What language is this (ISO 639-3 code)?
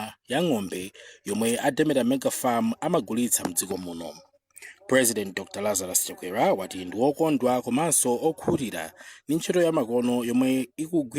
nya